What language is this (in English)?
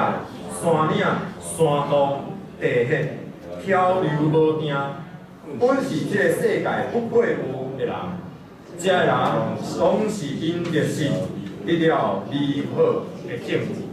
Min Nan Chinese